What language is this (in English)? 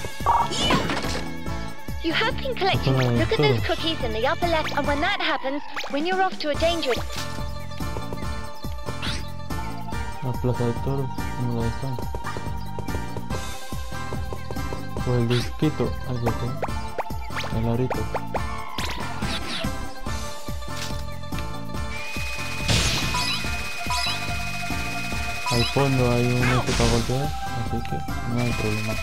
Spanish